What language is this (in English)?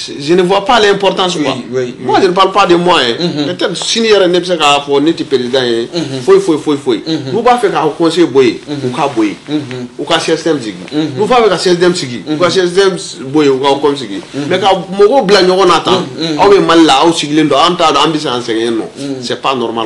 Bambara